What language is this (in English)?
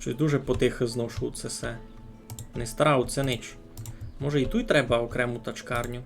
Rusyn